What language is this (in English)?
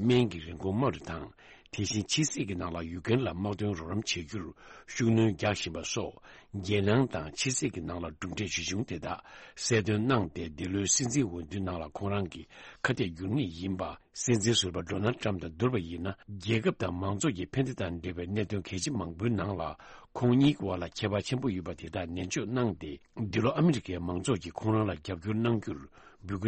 Tibetan